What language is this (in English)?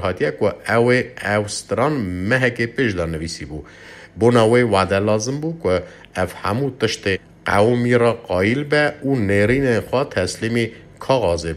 Kurdish